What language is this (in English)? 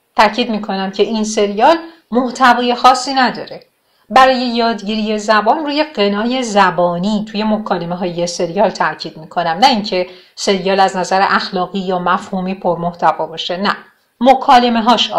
Persian